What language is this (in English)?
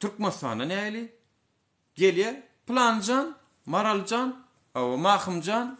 Turkmen